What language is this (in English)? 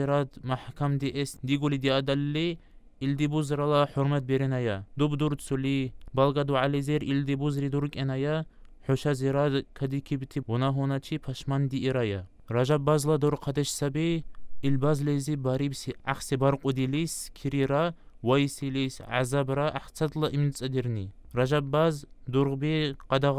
Dargwa